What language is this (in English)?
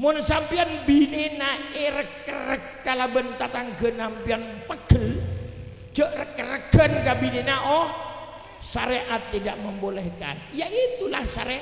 Madurese